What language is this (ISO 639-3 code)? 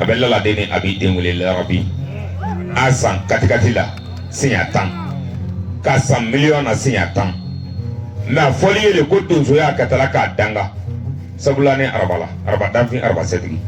bam